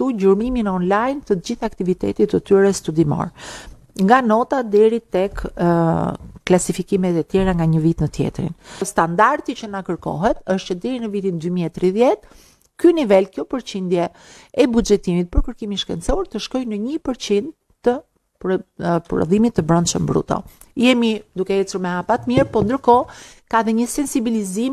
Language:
Albanian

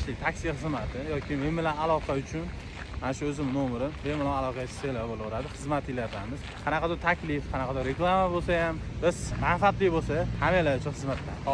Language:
Uzbek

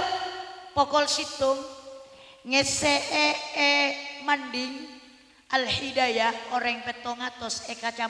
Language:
Madurese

